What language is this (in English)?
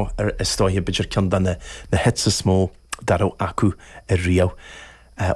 Irish